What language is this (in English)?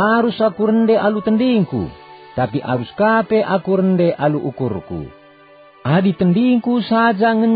Batak Karo